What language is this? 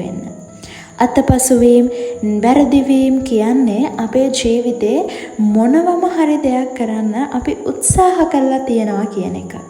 Sinhala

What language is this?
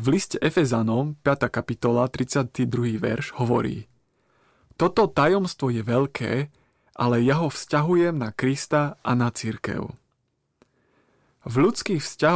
Slovak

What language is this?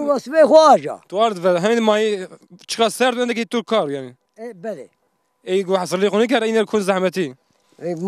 Zaza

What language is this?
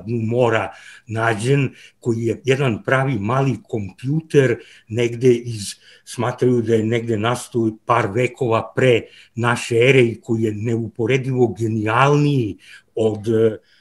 Serbian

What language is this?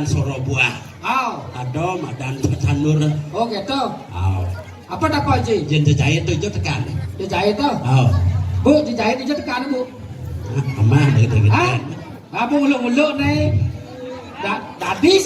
Balinese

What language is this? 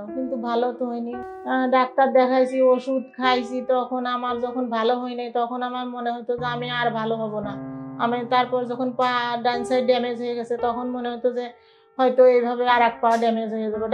Bangla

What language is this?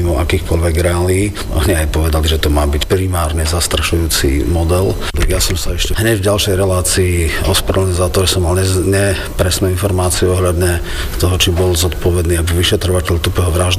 Slovak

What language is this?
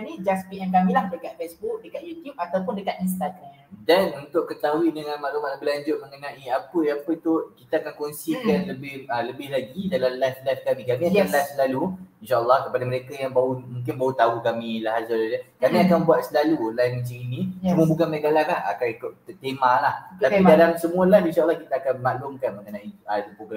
Malay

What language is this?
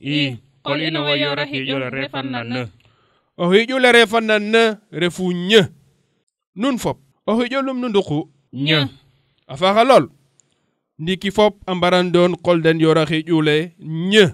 Serer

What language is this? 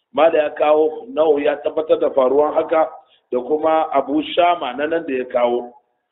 Hausa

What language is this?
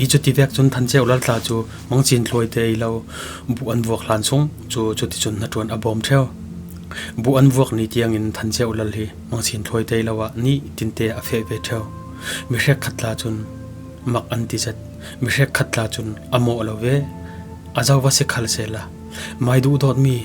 Falam Chin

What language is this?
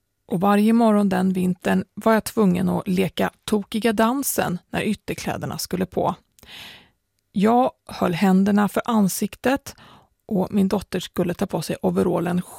Swedish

